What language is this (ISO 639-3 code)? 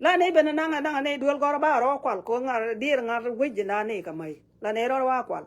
nus